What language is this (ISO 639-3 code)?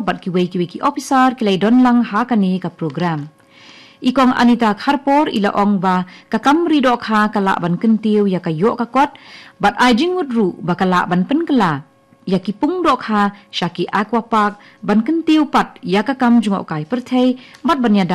kha